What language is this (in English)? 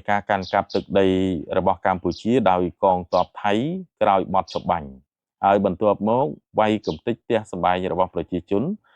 Khmer